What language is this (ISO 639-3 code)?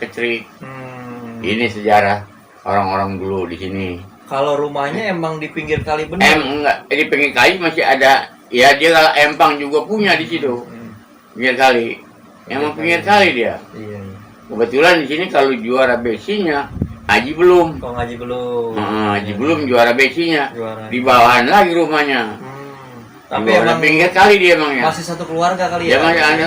bew